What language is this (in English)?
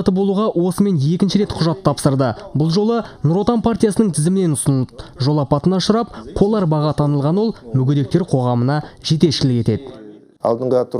Kazakh